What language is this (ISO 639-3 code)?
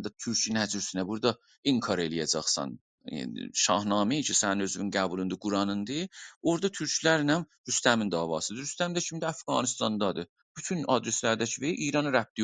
azb